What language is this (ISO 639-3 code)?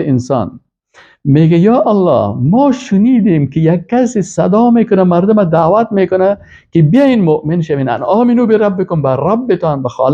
fas